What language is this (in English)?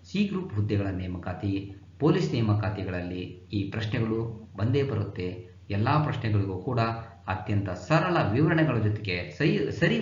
Kannada